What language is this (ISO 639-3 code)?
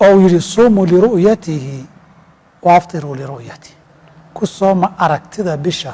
som